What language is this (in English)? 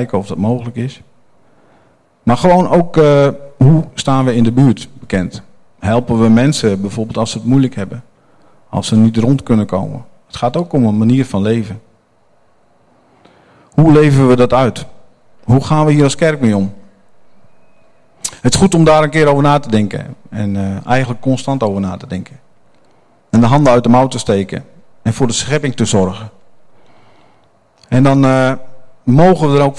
Dutch